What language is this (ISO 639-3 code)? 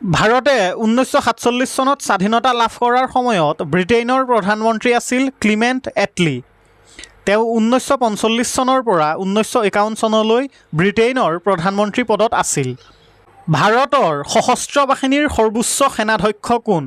asm